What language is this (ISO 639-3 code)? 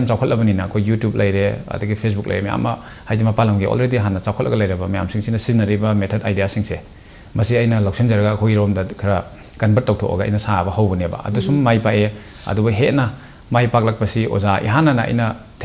mni